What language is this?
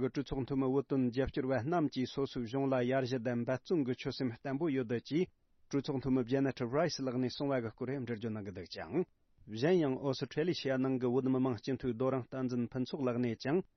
Tibetan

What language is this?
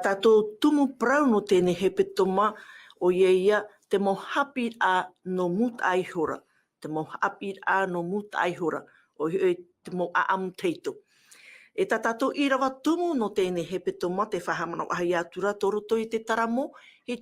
Tahitian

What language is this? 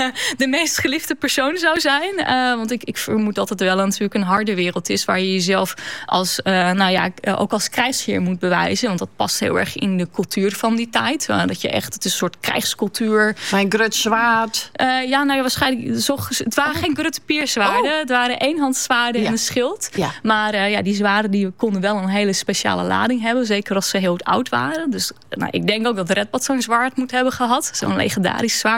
Dutch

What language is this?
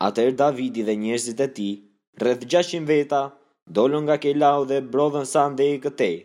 Albanian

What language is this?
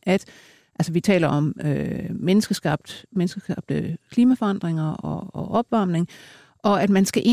Danish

